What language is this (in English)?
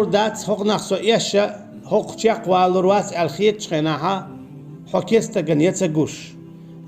Chechen